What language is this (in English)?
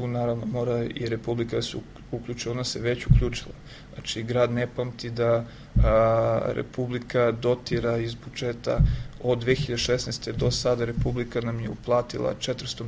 Serbian